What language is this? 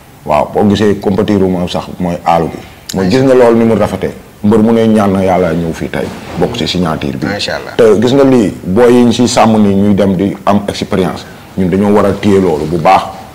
Wolof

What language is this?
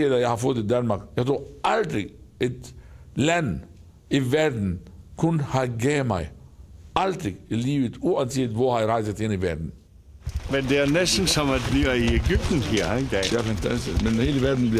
Danish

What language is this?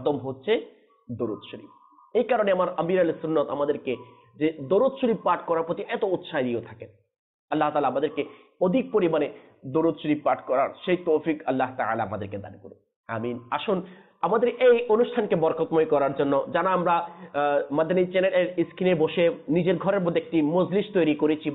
Bangla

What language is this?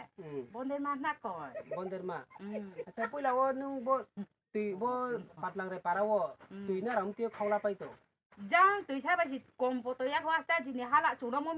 Riang (India)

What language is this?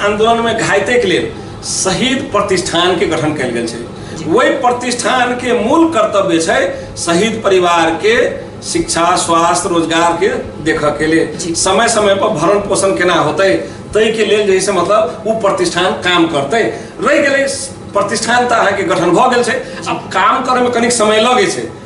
Maithili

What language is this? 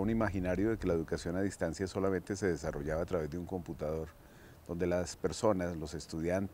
Spanish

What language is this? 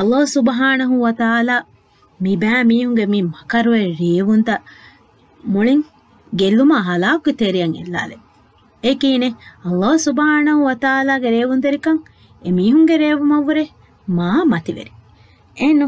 Divehi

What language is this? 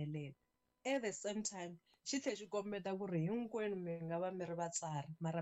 Tsonga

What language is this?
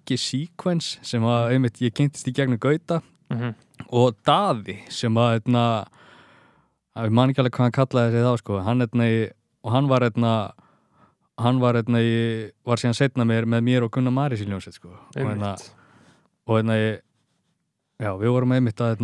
Icelandic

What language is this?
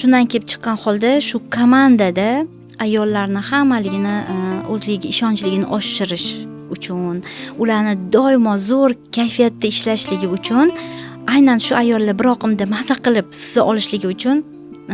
Uzbek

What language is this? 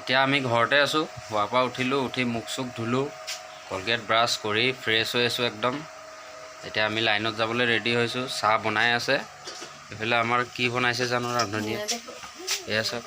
Assamese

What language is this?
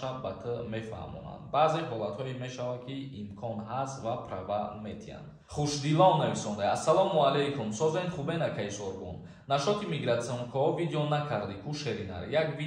Tajik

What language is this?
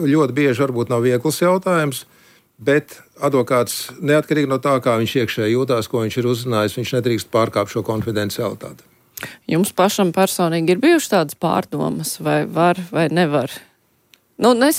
Latvian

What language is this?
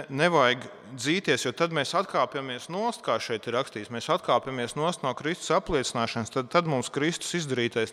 Latvian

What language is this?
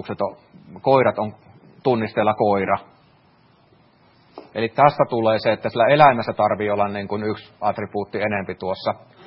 Finnish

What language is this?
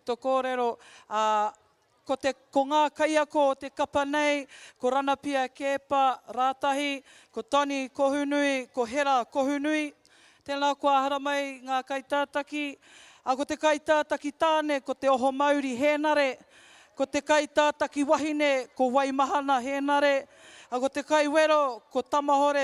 Māori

